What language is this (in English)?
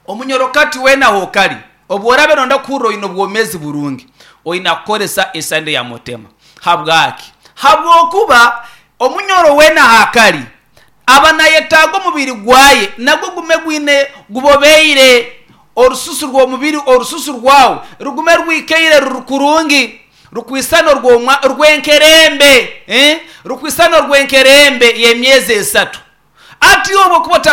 Nyankole